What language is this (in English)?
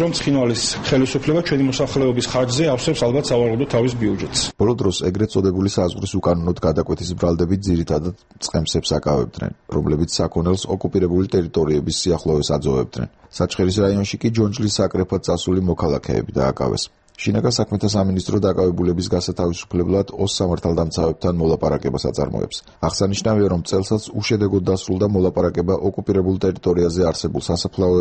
Georgian